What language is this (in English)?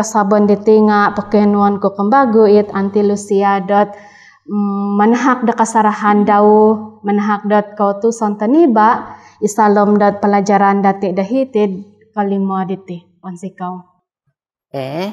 Central Dusun